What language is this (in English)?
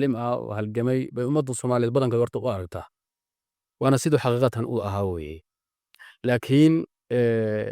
Somali